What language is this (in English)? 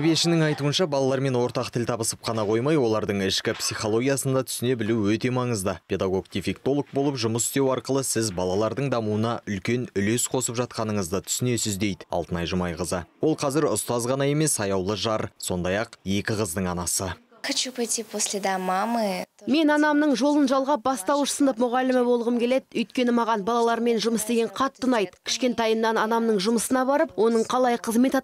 Kazakh